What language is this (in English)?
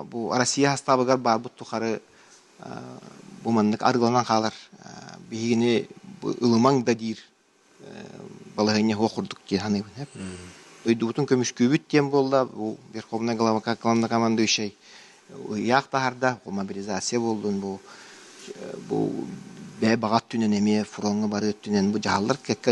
Yakut